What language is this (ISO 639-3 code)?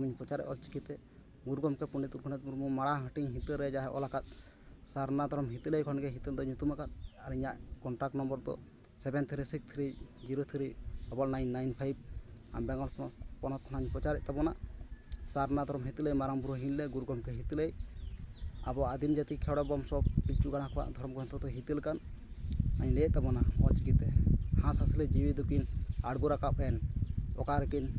sat